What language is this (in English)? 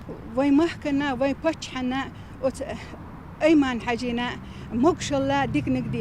Chechen